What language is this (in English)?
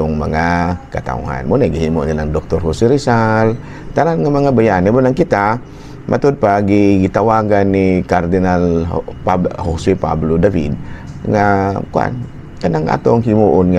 Cebuano